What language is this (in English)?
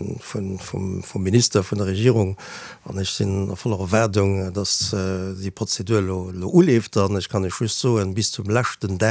Luxembourgish